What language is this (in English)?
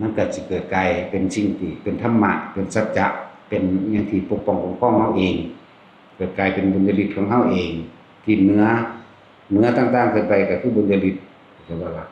Northeastern Thai